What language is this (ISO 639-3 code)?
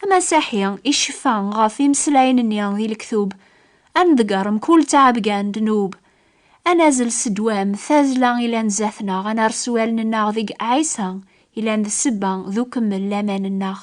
kab